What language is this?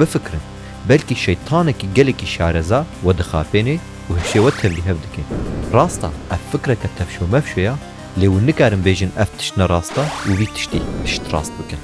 Kurdish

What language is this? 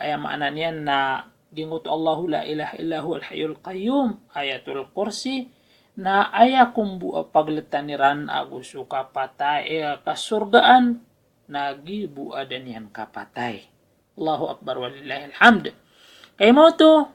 Maranao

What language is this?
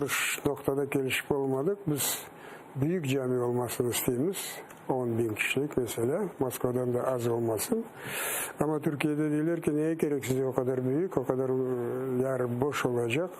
Crimean Tatar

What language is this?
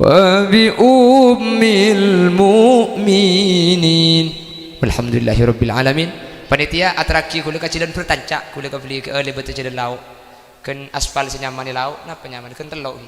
Madurese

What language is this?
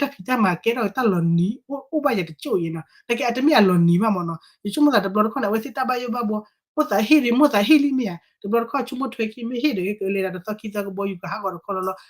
S'gaw Karen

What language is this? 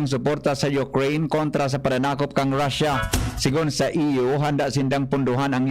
Bikol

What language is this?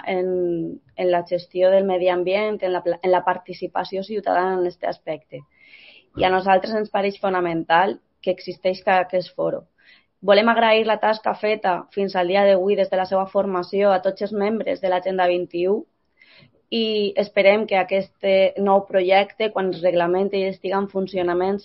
Catalan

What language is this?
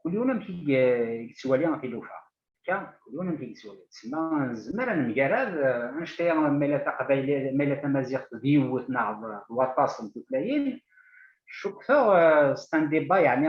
Kabyle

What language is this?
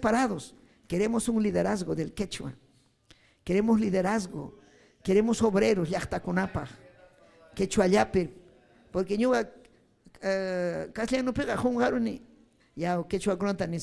Ayacucho Quechua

